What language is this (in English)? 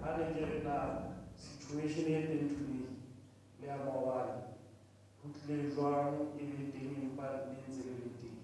Southern Sotho